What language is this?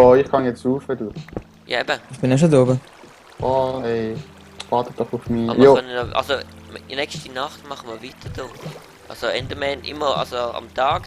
Swiss German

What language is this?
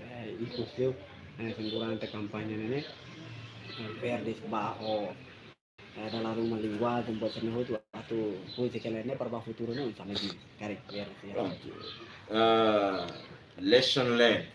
Tetum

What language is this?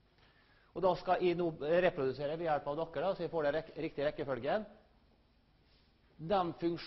Norwegian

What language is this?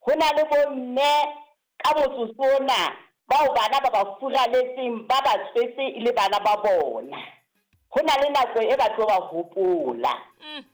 Southern Sotho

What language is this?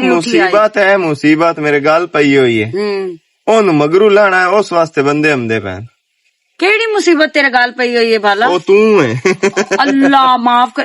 Western Panjabi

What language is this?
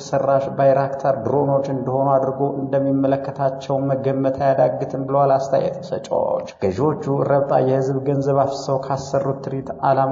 Amharic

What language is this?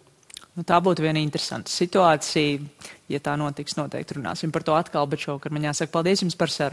Latvian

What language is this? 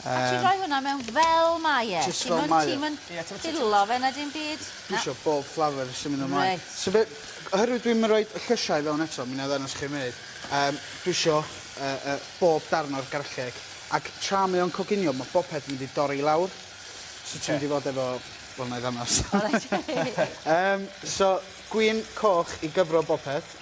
Welsh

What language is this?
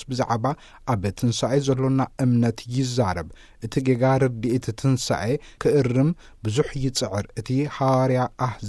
Tigrinya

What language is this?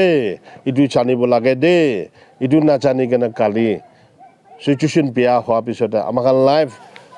Naga Pidgin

